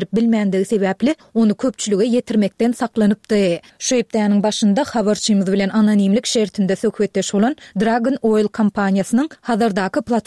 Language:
Turkmen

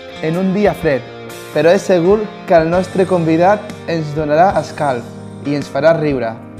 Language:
Catalan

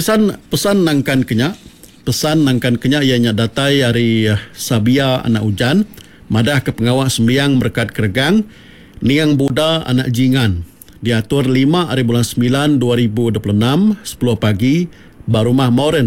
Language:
Iban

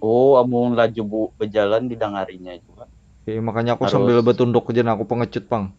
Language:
Banjar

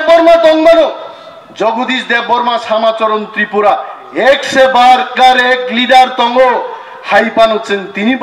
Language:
Kok Borok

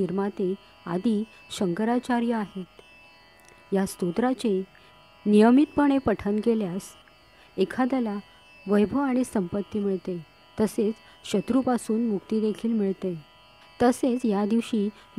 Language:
Marathi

